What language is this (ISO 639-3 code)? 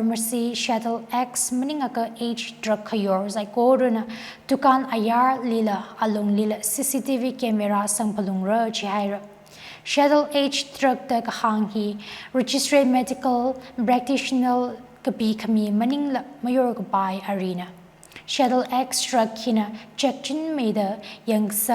nmf